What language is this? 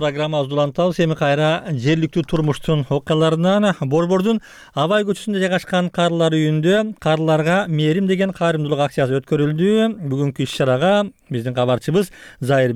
Kyrgyz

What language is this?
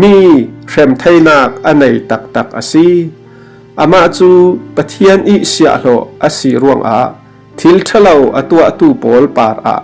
Falam Chin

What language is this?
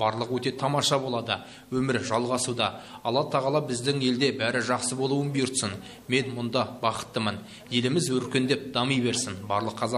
Kazakh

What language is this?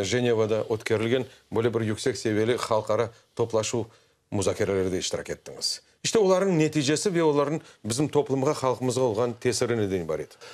Crimean Tatar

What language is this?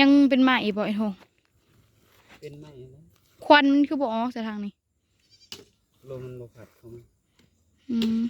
Northeastern Thai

